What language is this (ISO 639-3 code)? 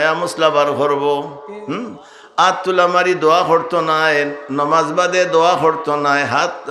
syl